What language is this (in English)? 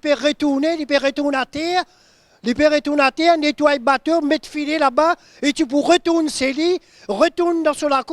Morisyen